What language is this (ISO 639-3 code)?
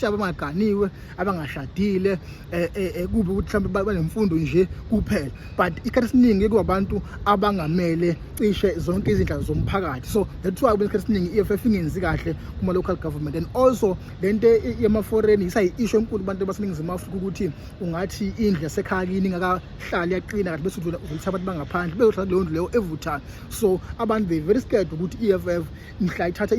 zul